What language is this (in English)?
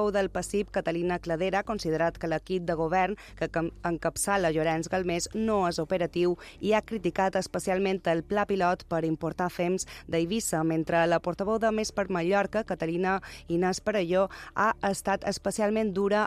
Catalan